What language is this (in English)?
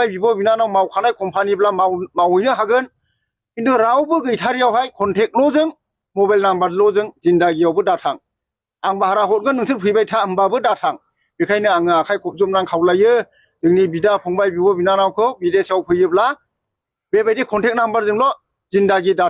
Bodo